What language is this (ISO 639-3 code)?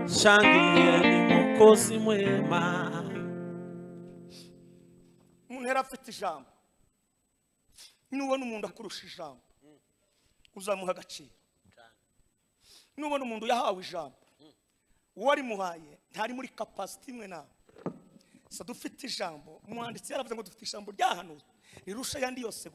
kin